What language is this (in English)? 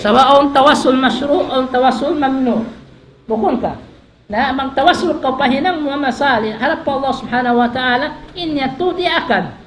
Tausug